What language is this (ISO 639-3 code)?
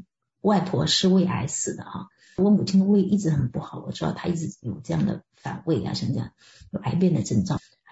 zho